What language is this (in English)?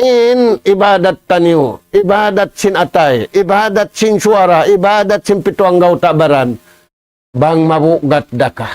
Tausug